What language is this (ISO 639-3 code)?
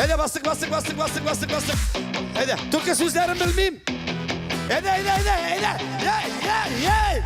bak